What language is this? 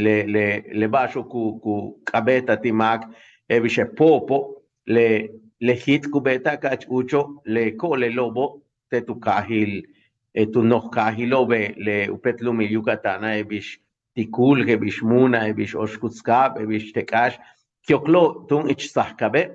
Yucateco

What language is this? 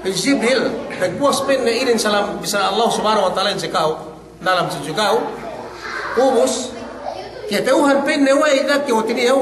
Yakan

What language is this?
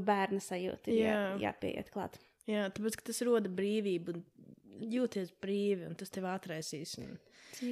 Latvian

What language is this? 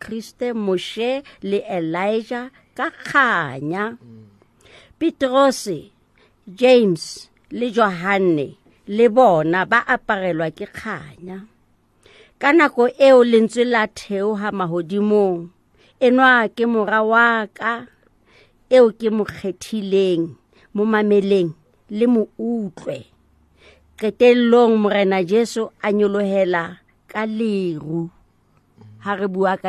Southern Sotho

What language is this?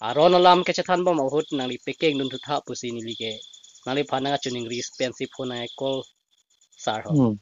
Karbi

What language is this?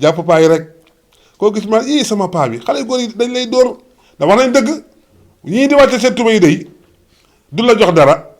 Wolof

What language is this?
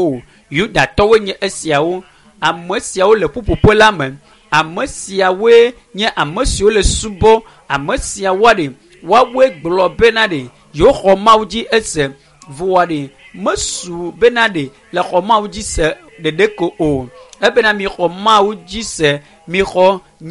Ewe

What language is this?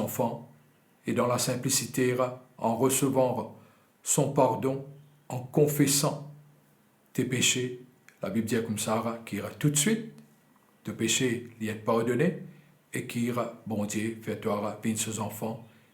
Morisyen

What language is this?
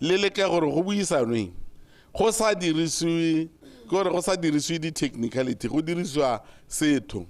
Tswana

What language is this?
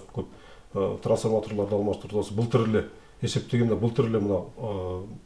Kyrgyz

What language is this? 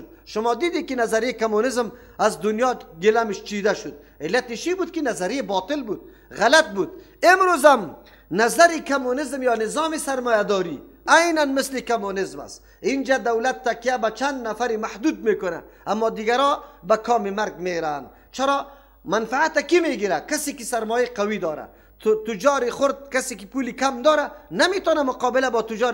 Persian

